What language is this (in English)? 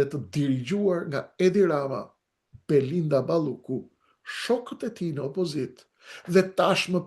Albanian